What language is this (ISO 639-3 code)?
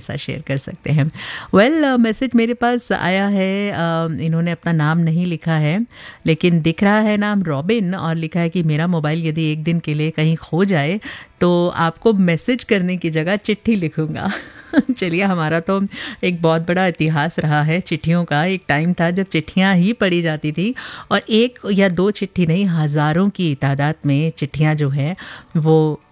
hin